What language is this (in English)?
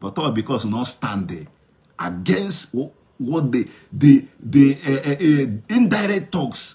Igbo